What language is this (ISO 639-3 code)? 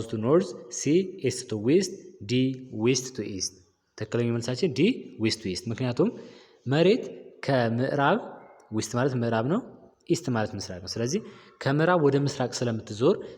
amh